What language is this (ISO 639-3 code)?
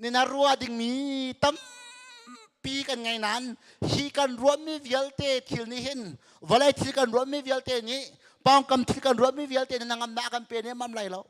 cnh